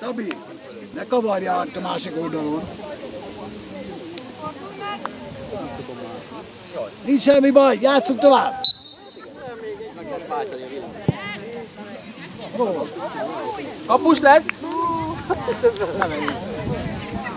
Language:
Hungarian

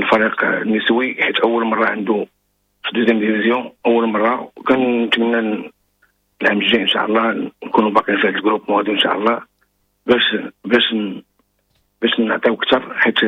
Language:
Moroccan Arabic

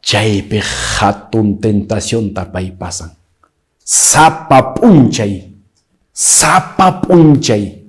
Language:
Quechua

